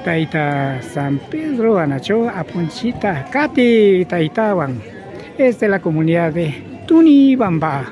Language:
Imbabura Highland Quichua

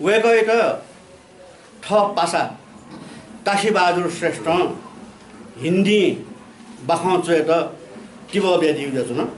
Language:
Newari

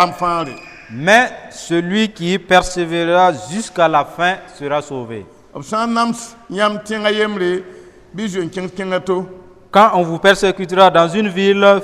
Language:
Mossi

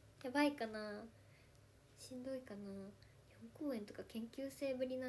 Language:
Japanese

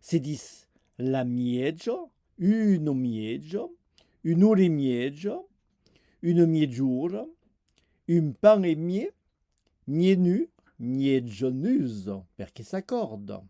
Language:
Occitan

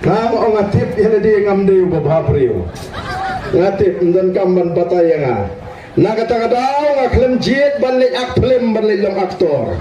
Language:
Khasi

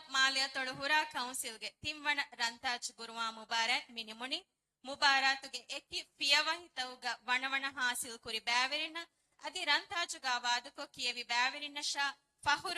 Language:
Divehi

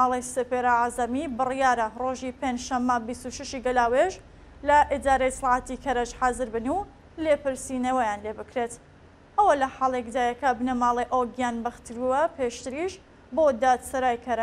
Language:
Central Kurdish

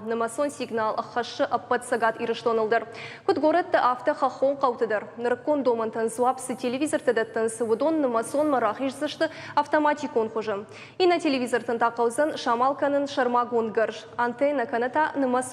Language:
Ossetic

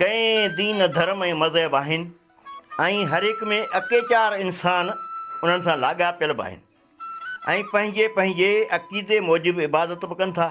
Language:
Sindhi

